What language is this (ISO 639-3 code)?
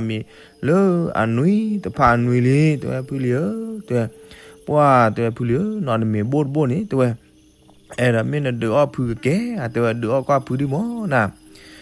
ksw